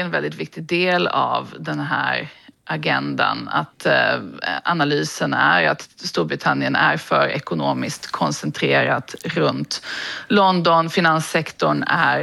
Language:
Swedish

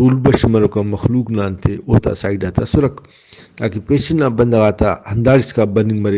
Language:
Brahui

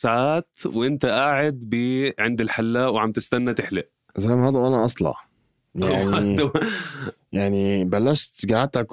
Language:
North Levantine Arabic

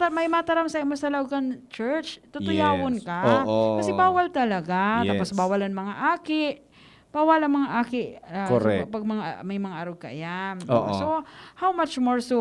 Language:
Bikol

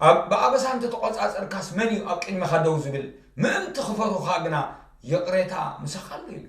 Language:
Tigrinya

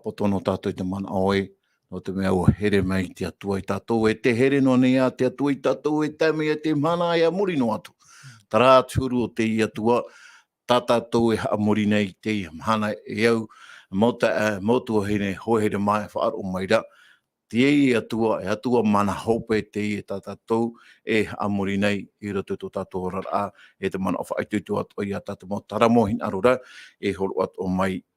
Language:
Tahitian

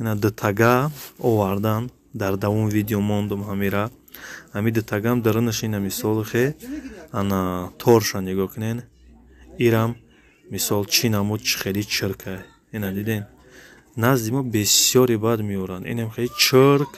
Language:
Tajik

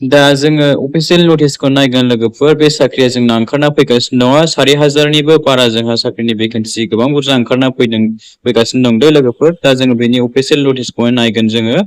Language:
Bodo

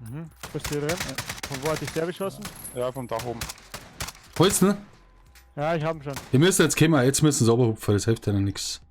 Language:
Bavarian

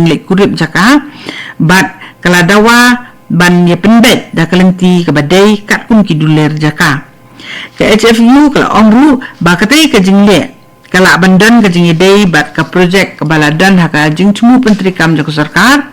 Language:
Khasi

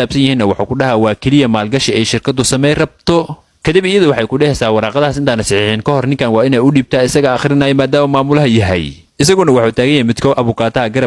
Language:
Somali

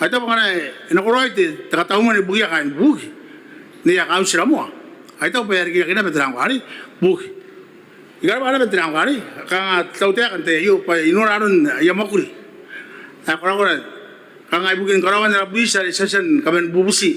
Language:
Gilbertese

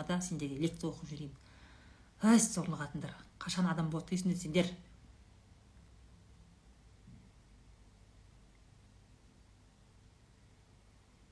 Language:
Kazakh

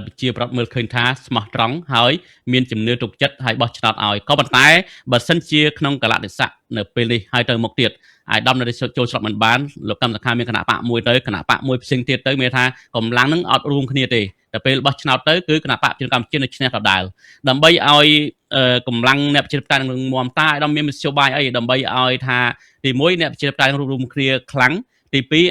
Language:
Khmer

